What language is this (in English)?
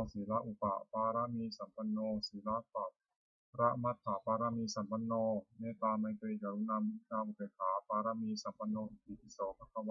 Pali